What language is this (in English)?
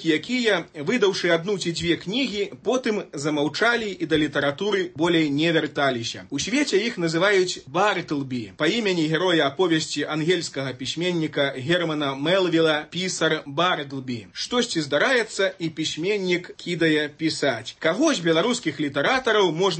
Belarusian